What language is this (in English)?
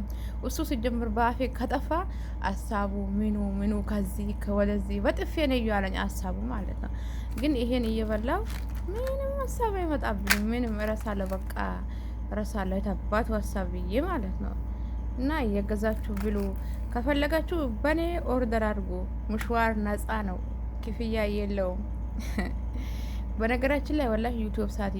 Amharic